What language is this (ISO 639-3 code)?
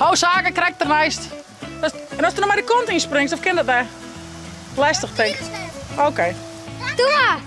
fry